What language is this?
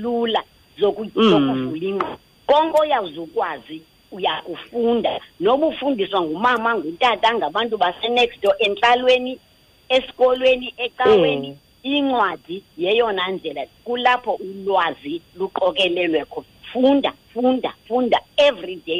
Xhosa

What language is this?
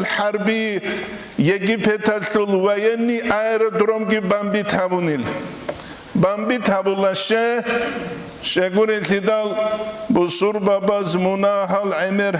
Avaric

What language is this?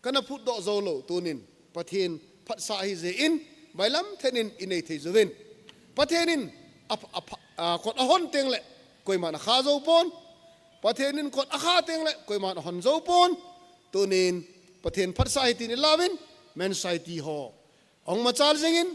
Thado Chin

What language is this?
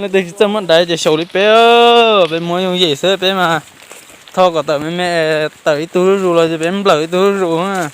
Hmong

